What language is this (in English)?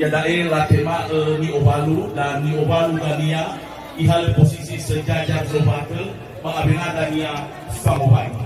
Nias